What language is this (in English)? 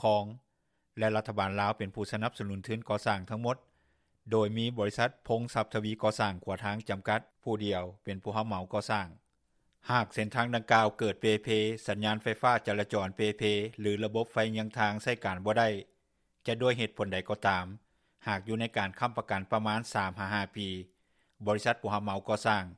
Lao